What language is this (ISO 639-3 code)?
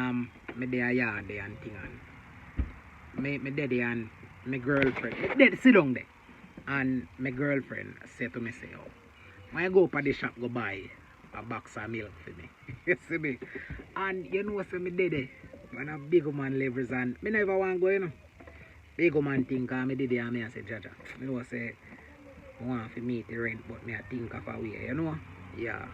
jam